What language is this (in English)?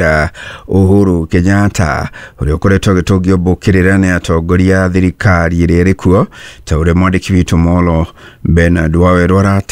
Kikuyu